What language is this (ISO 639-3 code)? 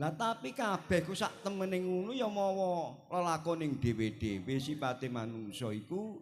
jav